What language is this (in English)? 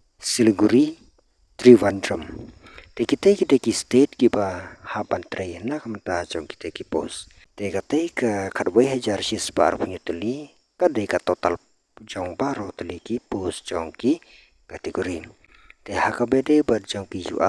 Khasi